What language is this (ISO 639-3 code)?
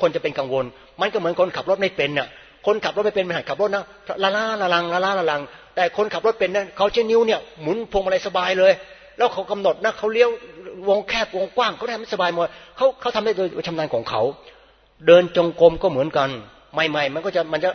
tha